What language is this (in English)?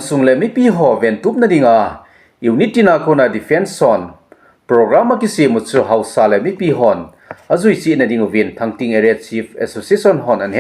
Thado Chin